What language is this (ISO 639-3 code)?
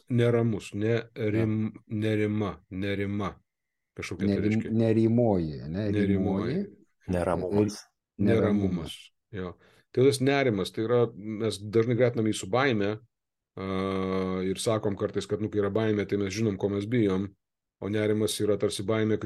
lit